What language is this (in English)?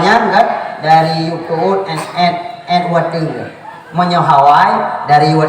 Achinese